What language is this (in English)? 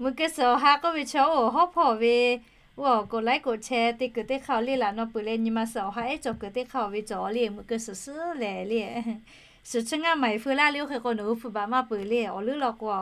Lahu